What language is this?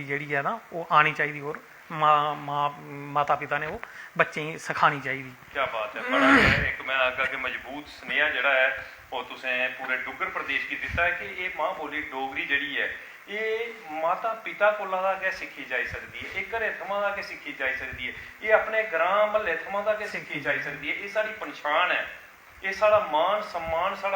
Dogri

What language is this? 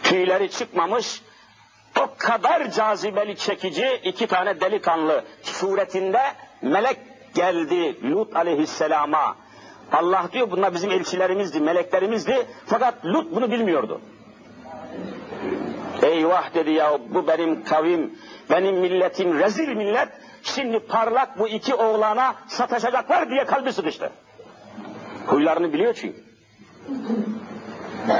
Turkish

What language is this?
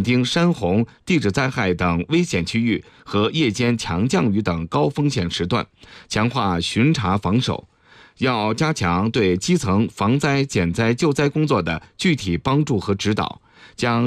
Chinese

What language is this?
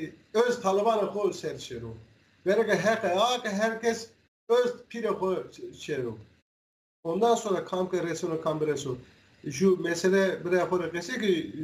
Zaza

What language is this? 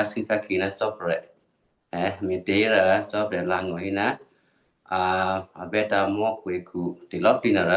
Western Kayah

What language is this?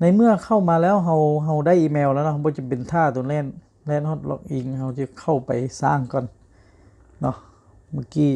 Lao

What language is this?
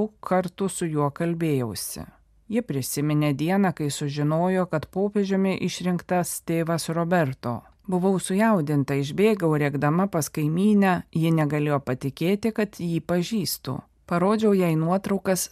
Lithuanian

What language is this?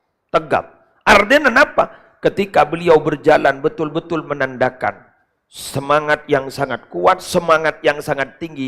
Madurese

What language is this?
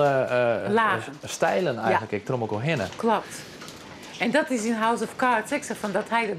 Western Frisian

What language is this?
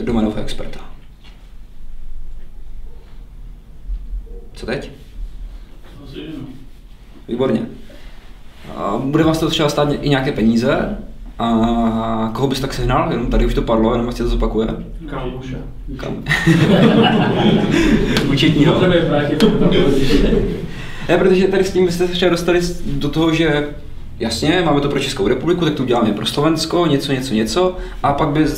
Czech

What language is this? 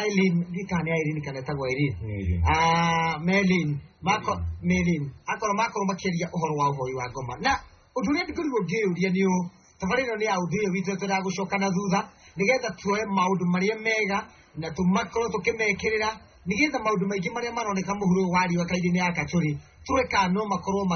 Kikuyu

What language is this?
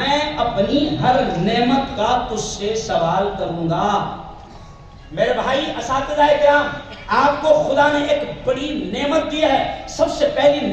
Urdu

